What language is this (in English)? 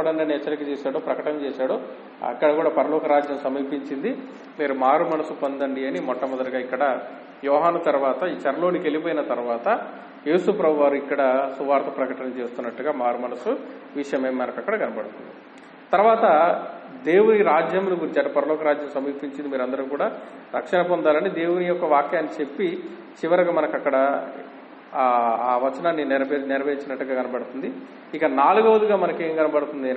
Telugu